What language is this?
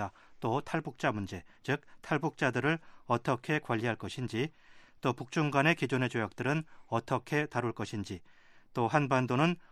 Korean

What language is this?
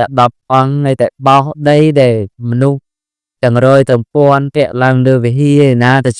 Khmer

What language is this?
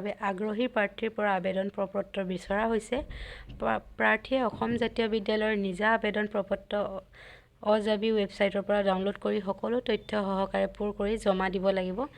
Assamese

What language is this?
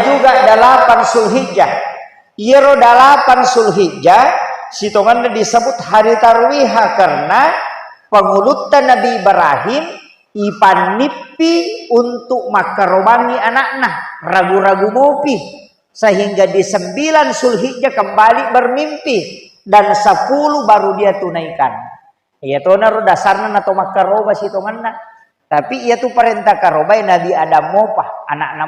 Buginese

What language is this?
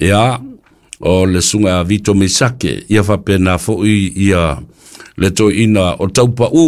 Samoan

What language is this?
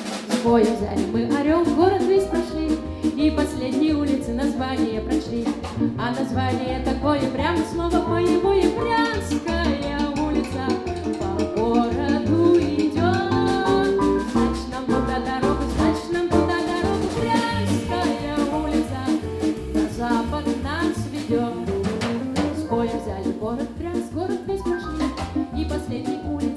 Russian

